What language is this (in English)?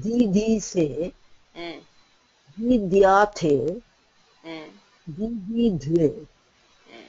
Sanskrit